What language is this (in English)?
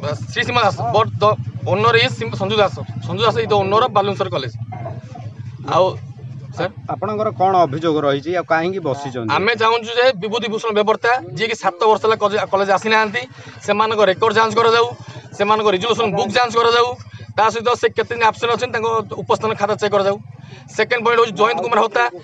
Odia